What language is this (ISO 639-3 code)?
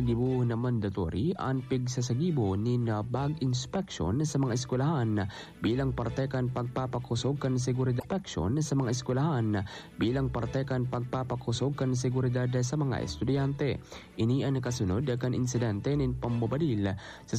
bik